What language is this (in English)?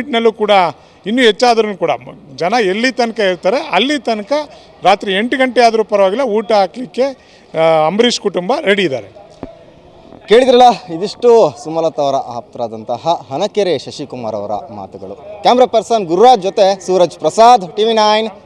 Kannada